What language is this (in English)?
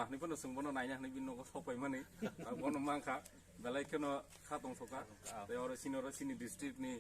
Kok Borok